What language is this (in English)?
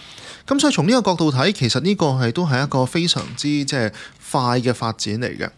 Cantonese